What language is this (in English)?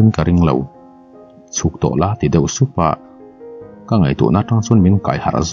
Mizo